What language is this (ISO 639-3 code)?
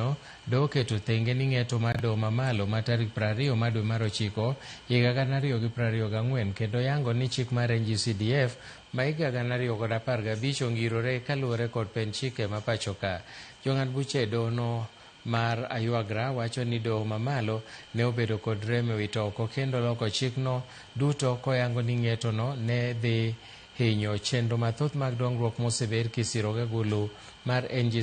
luo